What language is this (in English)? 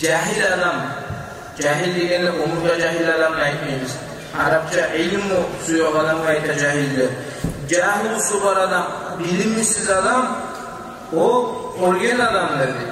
Kumyk